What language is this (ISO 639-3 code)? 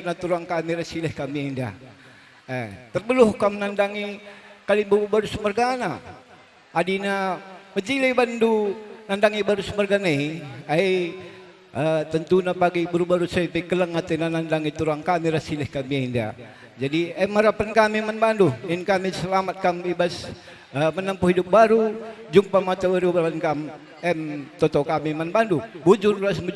btx